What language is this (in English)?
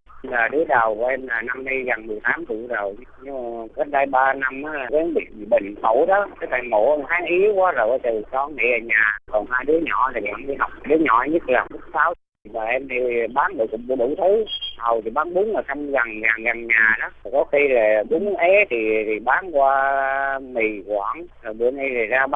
Vietnamese